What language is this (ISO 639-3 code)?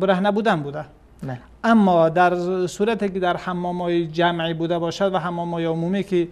fas